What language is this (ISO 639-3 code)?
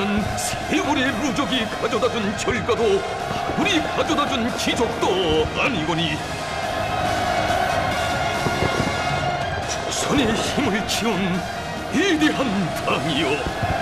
kor